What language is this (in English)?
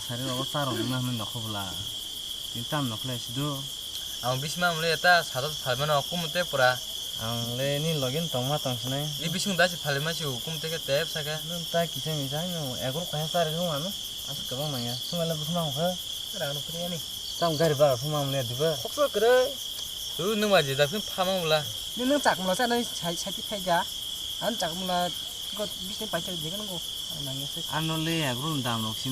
Kok Borok